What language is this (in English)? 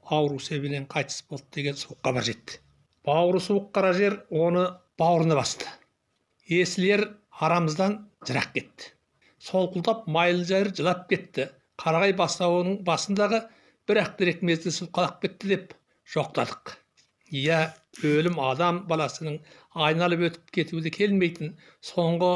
Kazakh